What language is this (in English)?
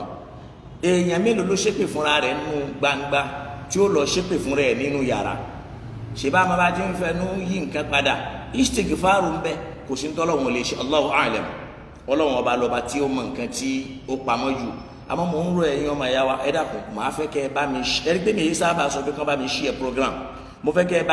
Yoruba